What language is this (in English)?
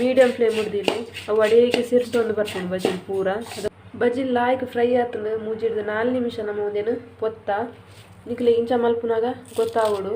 Tulu